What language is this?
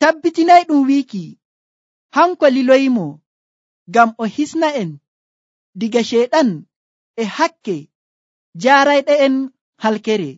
Nigerian Fulfulde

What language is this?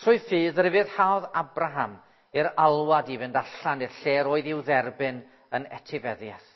Welsh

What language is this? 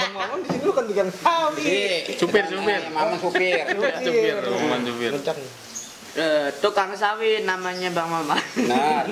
Betawi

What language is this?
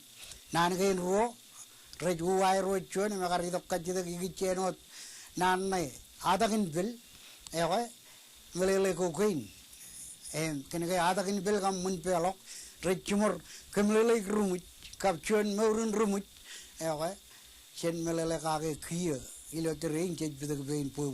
Marshallese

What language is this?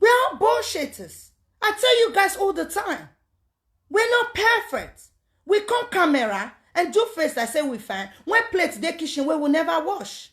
Nigerian Pidgin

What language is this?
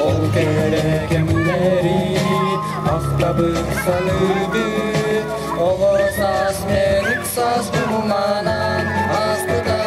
Yakut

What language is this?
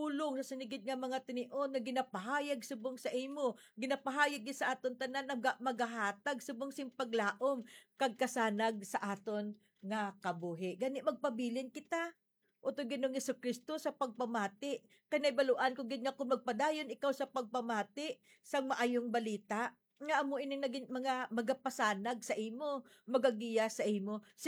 Hiligaynon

